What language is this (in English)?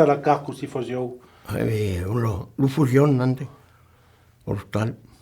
Occitan